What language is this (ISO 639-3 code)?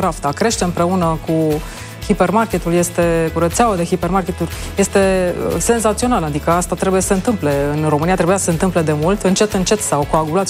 ron